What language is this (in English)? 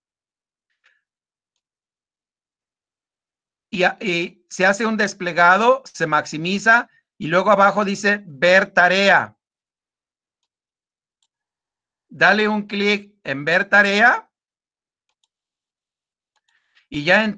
Spanish